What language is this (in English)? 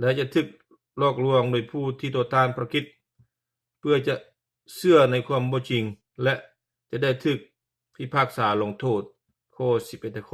Lao